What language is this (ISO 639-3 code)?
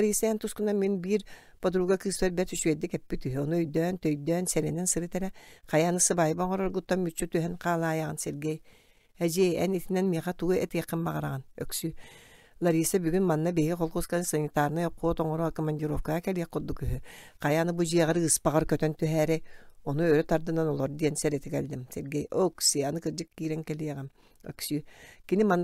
sah